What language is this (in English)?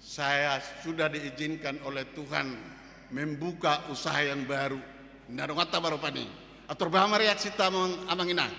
Batak Toba